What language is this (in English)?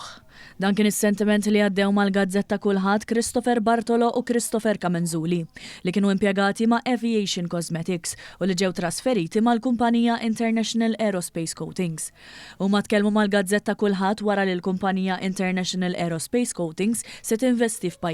Maltese